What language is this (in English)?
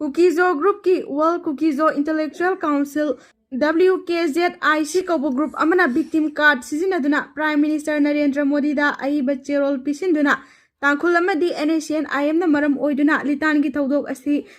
Manipuri